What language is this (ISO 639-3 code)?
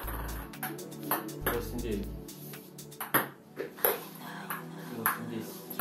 rus